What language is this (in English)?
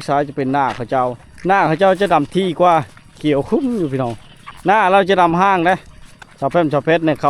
Lao